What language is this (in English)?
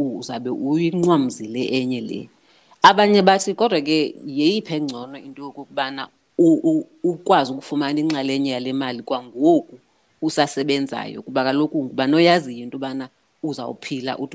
Xhosa